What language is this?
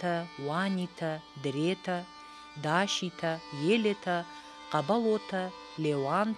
Ossetic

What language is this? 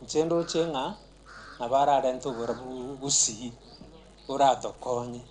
Gusii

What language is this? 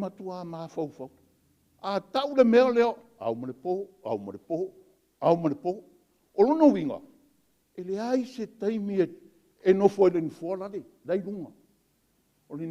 Samoan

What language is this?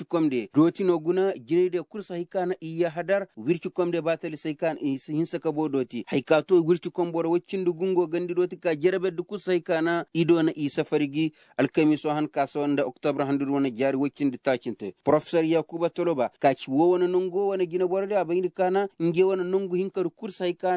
Koyraboro Senni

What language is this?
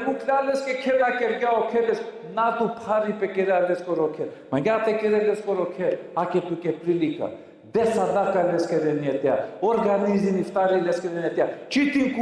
Balkan Romani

